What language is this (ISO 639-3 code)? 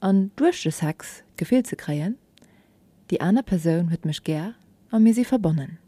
ltz